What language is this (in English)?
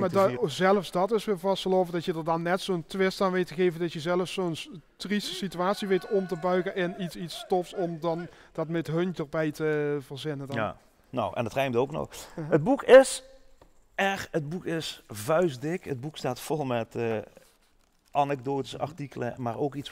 Limburgish